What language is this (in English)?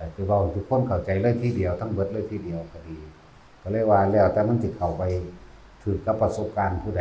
Northeastern Thai